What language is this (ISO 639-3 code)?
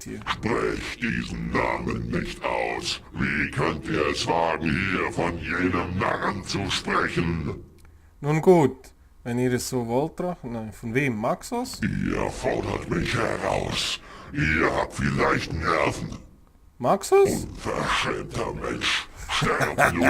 gsw